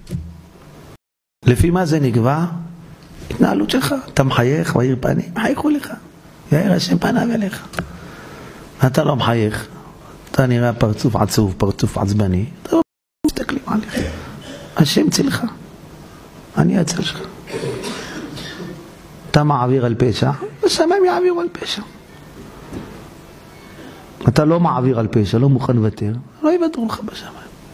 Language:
Hebrew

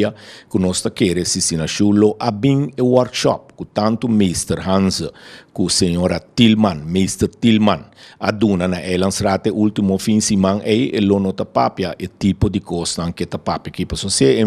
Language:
Papiamento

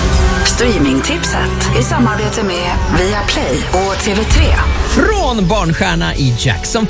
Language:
Swedish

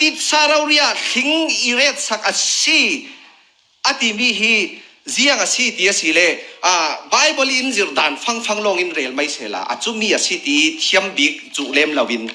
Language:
Falam Chin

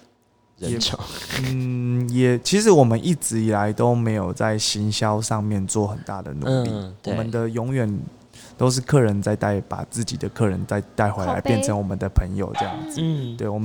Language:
Chinese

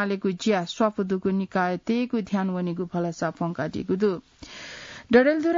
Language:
Newari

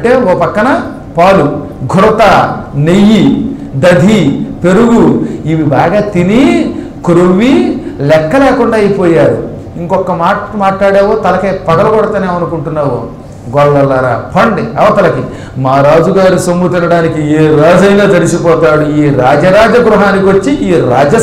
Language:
Telugu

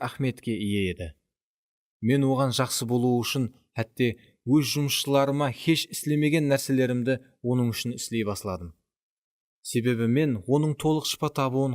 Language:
Kara-Kalpak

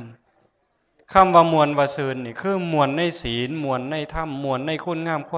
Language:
Northeastern Thai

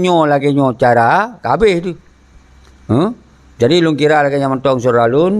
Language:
Achinese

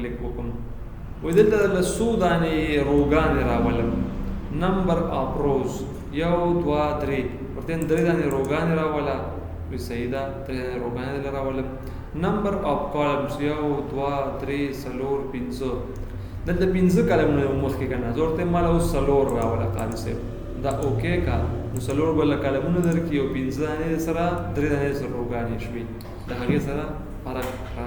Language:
Pashto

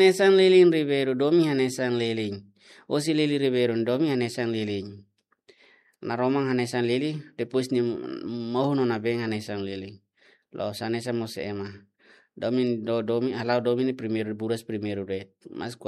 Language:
Tetum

